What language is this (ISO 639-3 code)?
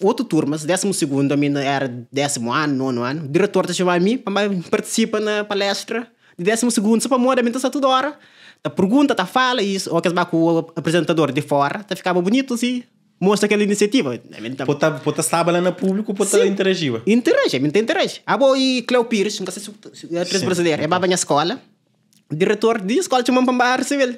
kea